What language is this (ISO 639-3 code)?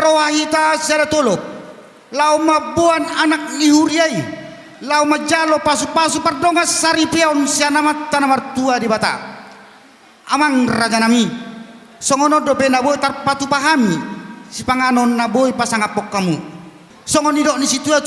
bbc